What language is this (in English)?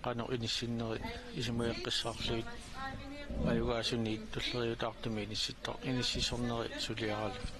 Kalaallisut